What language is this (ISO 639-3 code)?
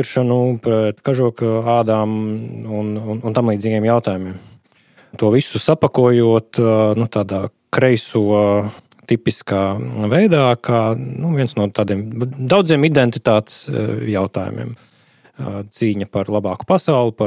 lav